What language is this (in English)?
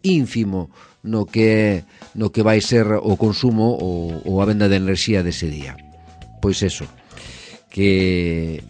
Galician